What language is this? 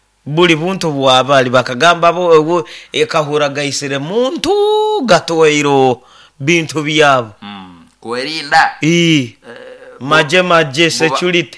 Nyoro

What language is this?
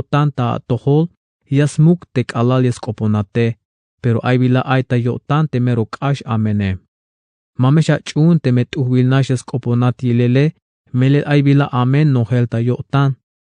Tzeltal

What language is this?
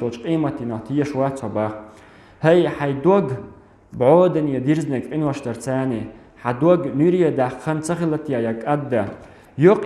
Chechen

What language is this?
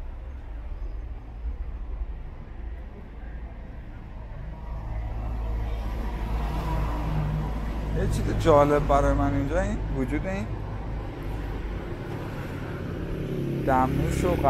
Persian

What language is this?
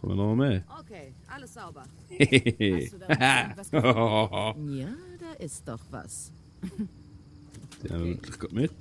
Swiss German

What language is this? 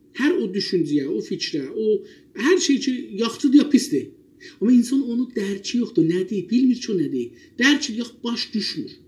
South Azerbaijani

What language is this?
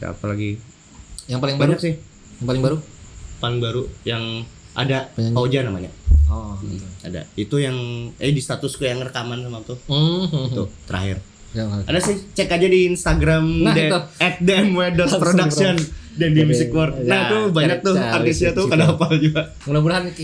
Banjar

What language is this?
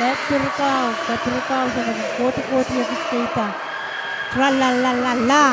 Pohnpeian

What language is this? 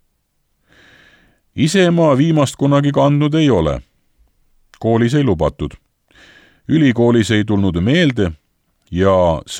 Estonian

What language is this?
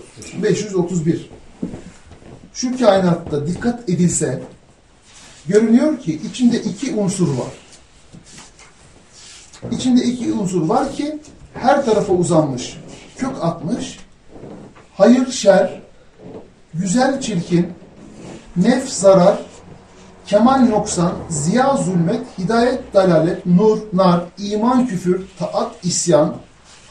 Turkish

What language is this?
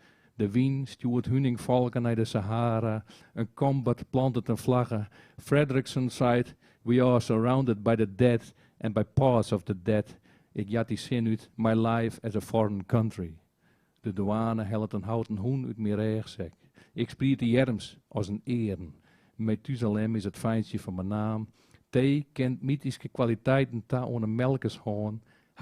Western Frisian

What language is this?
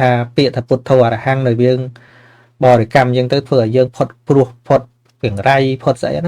Khmer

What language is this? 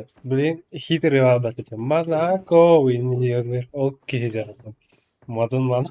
Yakut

